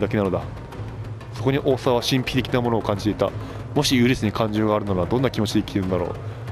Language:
Japanese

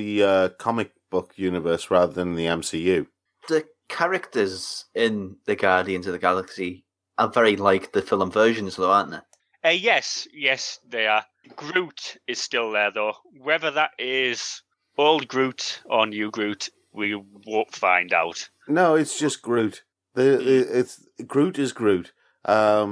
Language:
English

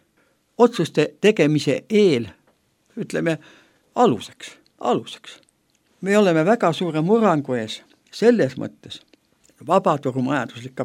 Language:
Estonian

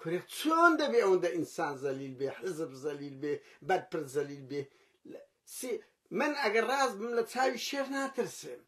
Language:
Central Kurdish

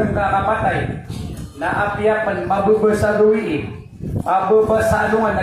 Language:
Maranao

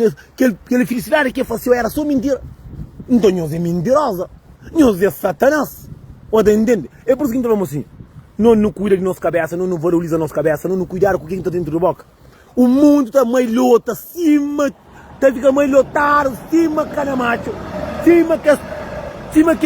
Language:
Kabuverdianu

